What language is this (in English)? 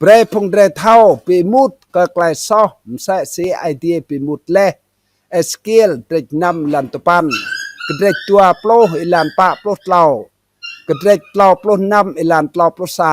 Rade